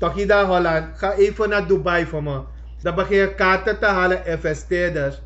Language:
Sranan Tongo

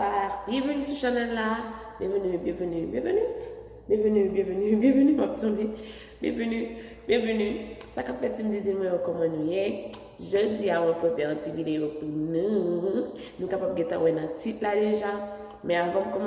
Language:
Haitian Creole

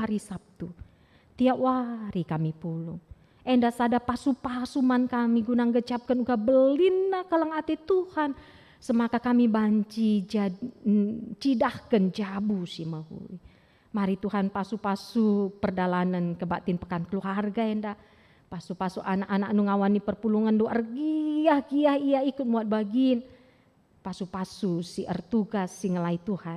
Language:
Batak Karo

